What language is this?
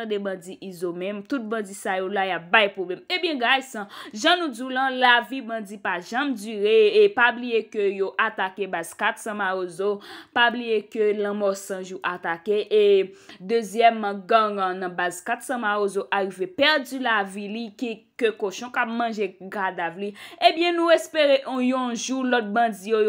Haitian Creole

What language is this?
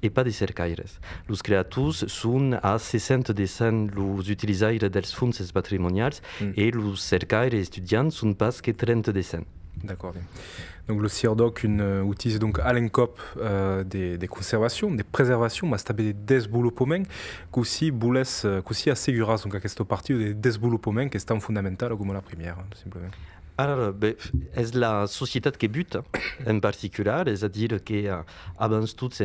Occitan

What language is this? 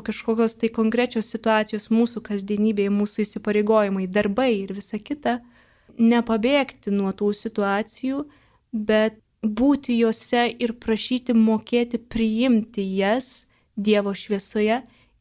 Lithuanian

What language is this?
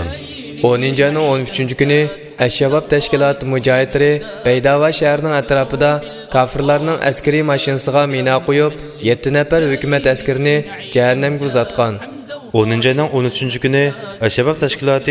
Uyghur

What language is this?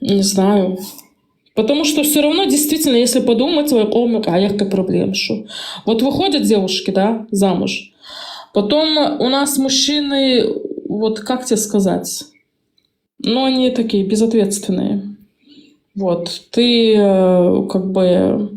Chechen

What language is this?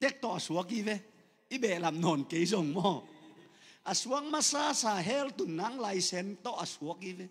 Tedim Chin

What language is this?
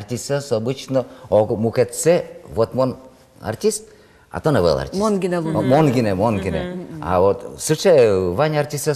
Udmurt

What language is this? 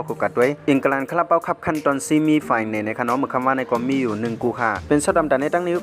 Shan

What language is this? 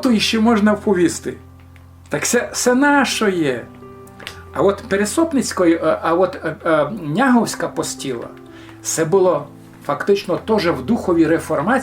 Rusyn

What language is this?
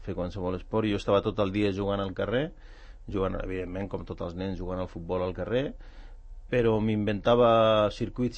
Catalan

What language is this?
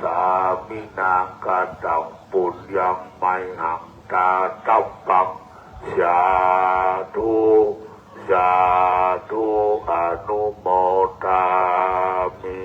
Pali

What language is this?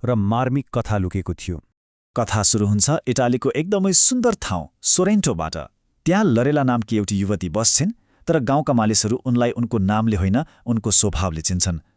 Nepali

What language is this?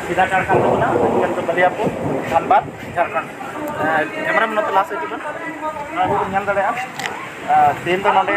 Santali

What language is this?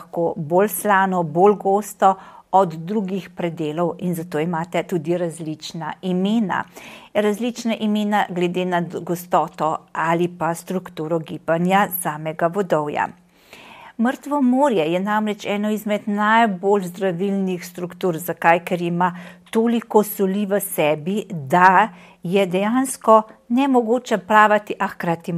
Slovenian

